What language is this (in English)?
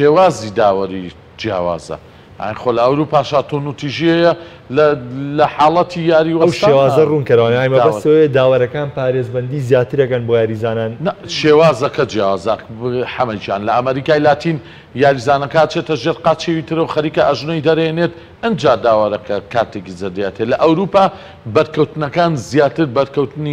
Central Kurdish